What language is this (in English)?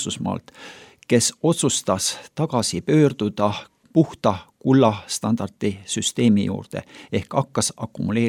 Estonian